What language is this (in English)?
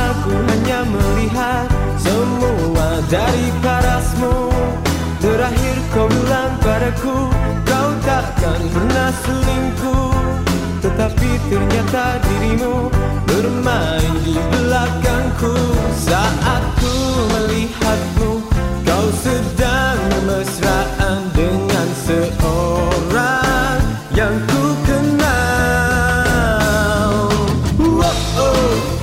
Indonesian